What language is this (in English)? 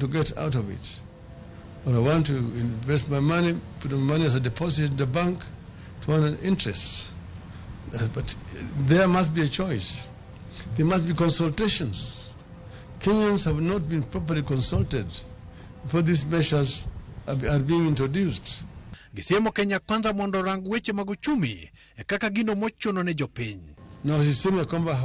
Luo (Kenya and Tanzania)